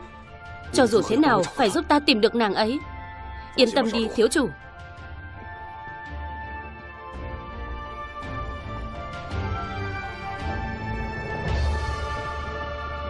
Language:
Vietnamese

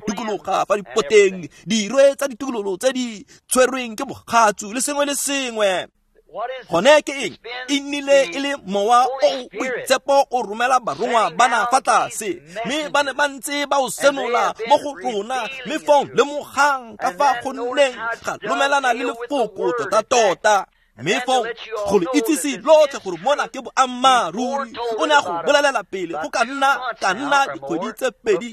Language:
Tswana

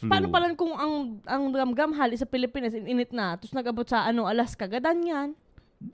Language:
Bikol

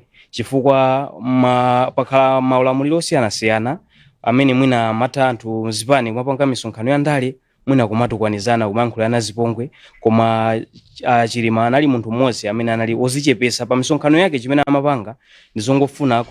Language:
Nyanja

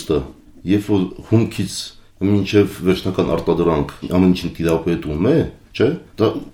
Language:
Armenian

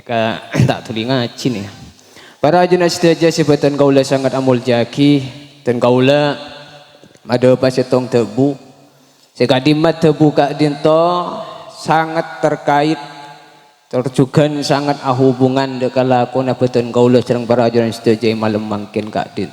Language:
Madurese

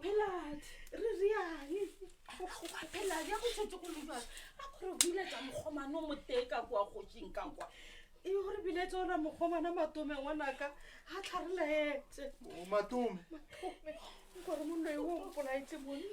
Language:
Northern Sotho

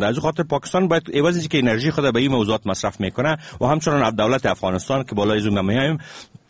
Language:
Persian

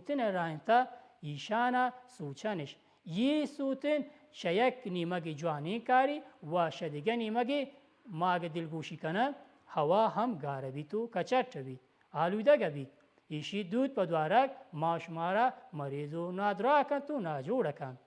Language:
Baluchi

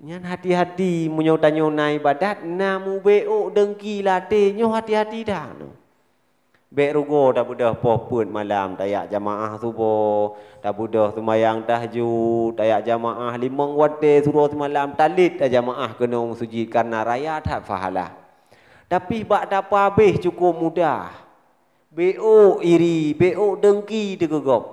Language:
Achinese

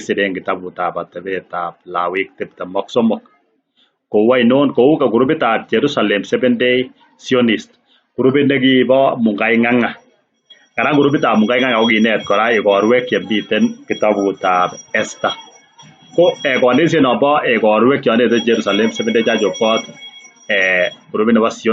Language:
Kalenjin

